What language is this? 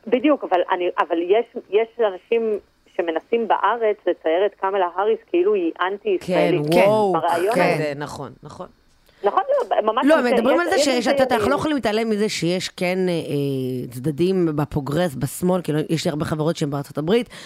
Hebrew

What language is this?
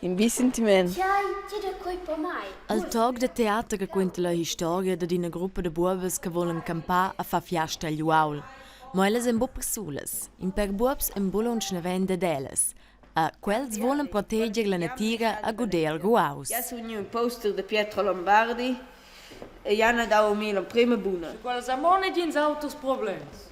Romansh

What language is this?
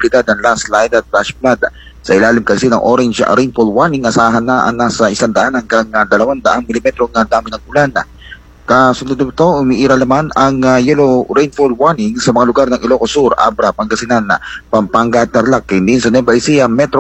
Filipino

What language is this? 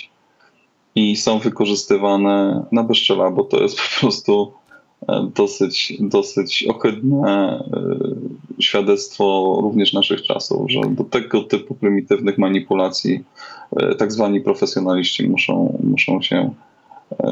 Polish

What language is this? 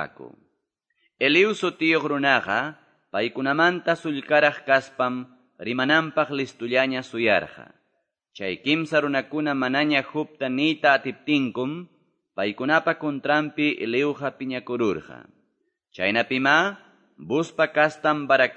Quechua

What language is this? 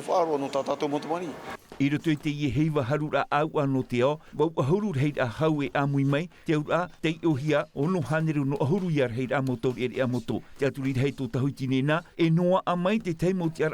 Tahitian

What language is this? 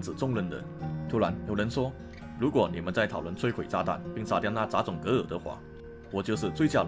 Chinese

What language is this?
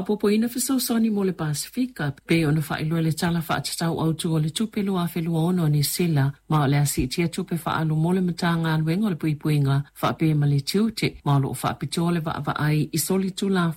Samoan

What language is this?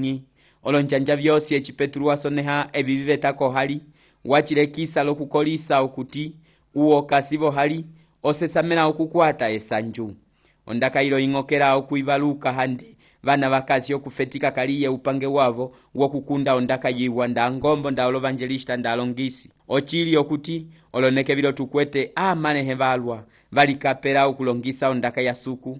Umbundu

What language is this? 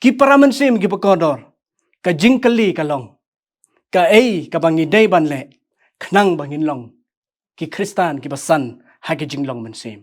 Khasi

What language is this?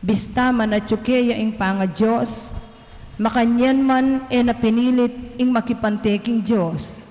Pampanga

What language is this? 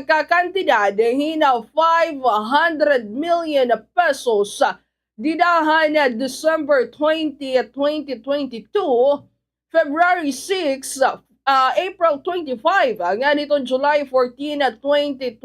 Waray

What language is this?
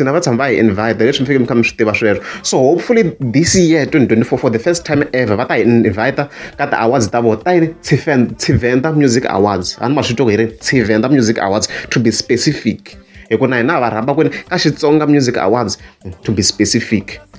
Tsonga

